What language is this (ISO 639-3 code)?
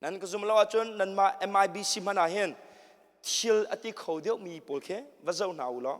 cnh